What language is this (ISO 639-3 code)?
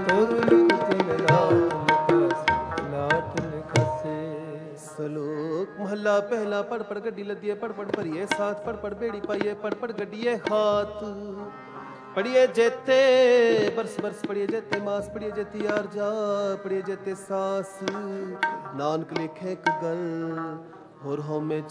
pan